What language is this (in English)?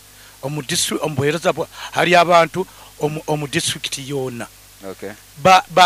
Nyoro